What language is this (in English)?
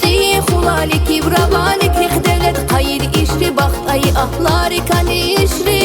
Tabassaran